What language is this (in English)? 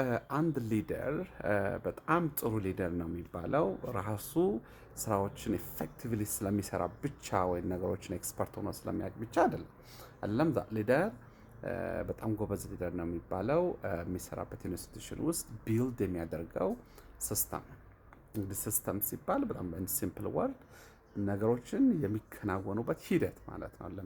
Amharic